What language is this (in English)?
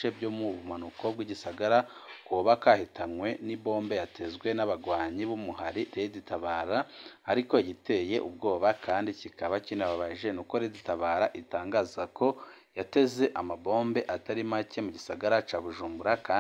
Rundi